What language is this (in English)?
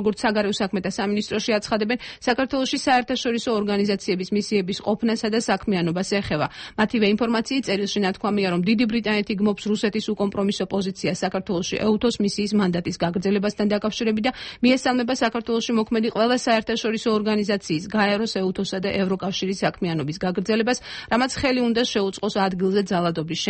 Georgian